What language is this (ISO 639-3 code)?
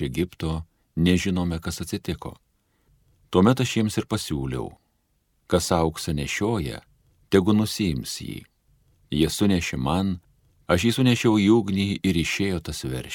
lit